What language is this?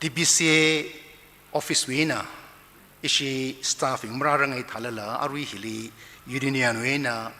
Tangkhul Naga (India)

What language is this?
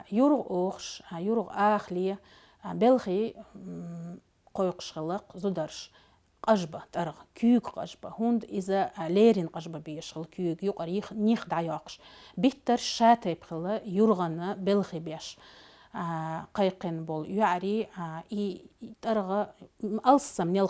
Chechen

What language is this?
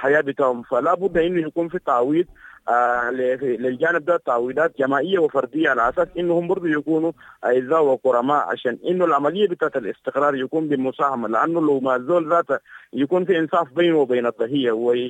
Sudanese Arabic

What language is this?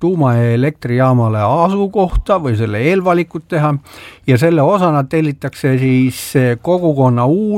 Estonian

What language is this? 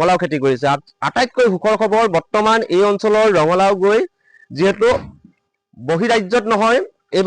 Assamese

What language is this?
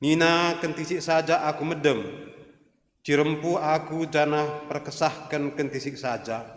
Batak Karo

